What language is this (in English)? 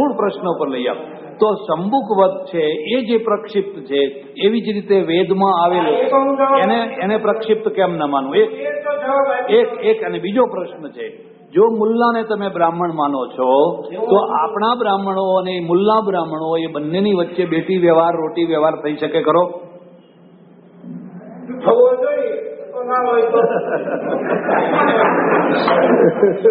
Gujarati